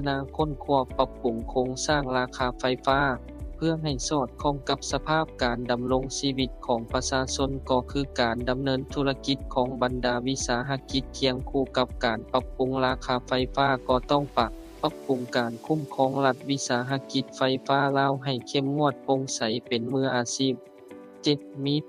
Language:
Lao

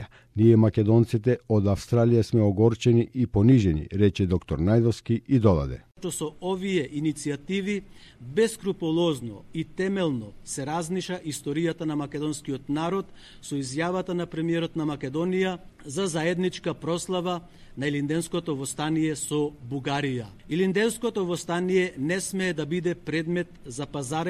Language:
Macedonian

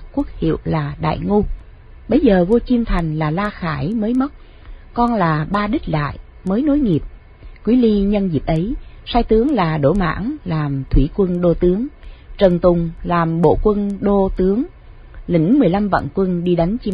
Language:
Vietnamese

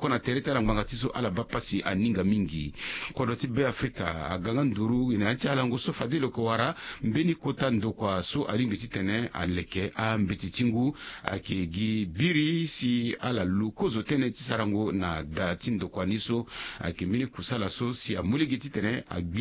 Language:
Sango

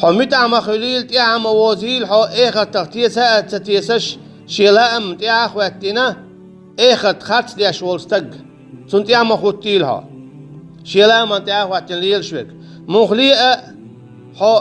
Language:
Chechen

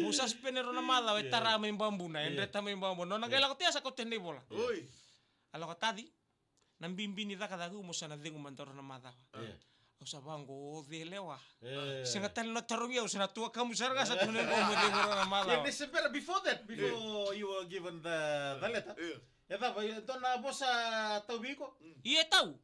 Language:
Fijian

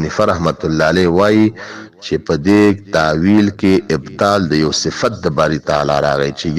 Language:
Pashto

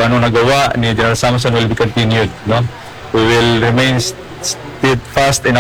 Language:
Hiligaynon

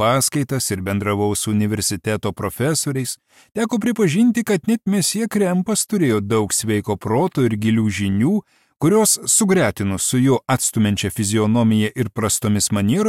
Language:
Lithuanian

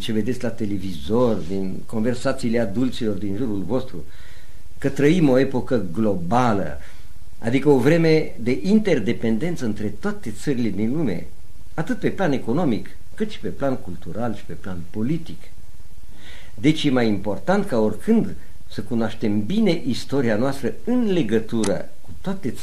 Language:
Romanian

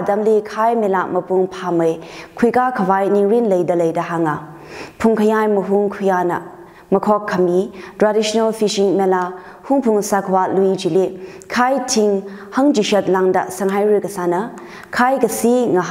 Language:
Tangkhul Naga (India)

